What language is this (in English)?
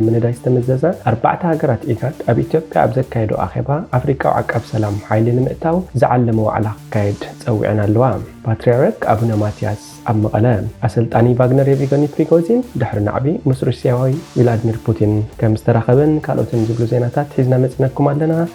Tigrinya